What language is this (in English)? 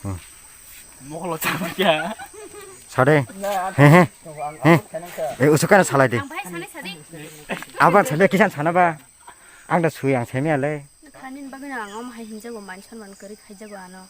Kok Borok